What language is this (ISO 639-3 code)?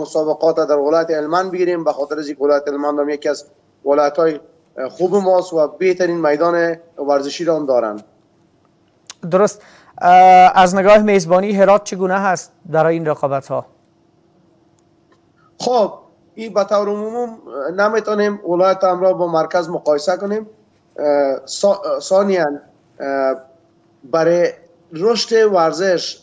fas